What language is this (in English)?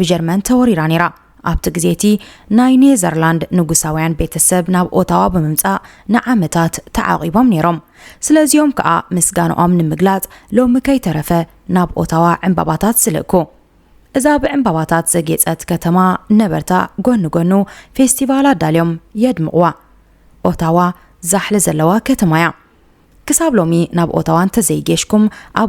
Tigrinya